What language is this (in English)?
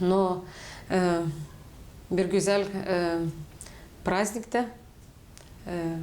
Gagauz